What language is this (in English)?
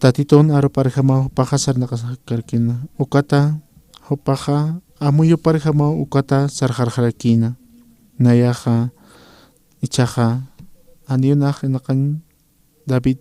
Aymara